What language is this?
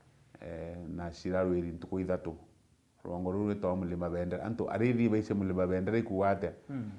Meru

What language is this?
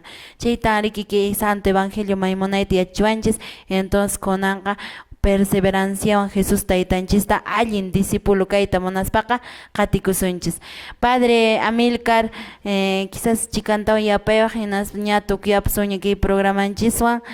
Quechua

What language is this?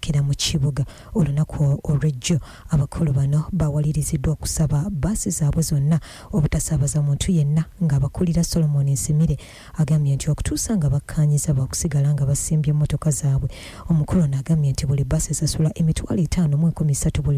Ganda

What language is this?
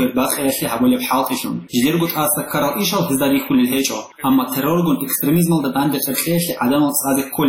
Avaric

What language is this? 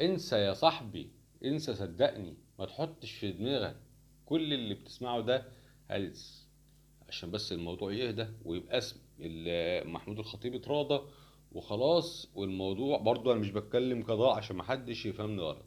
Egyptian Arabic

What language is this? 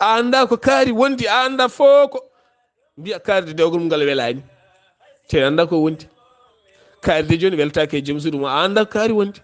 Fula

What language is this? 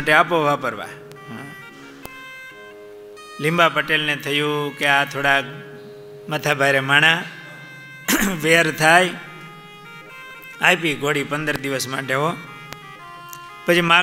Gujarati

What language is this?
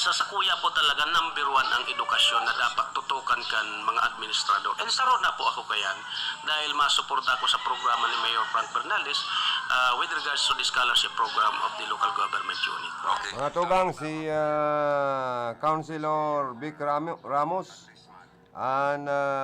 Bikol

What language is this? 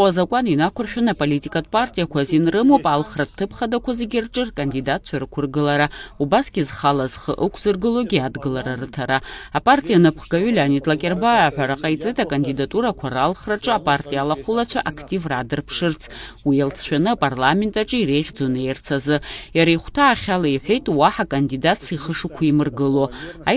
Abkhazian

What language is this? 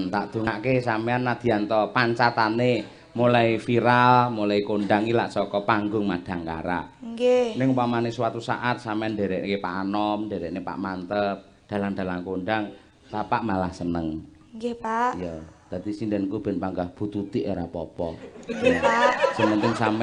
Javanese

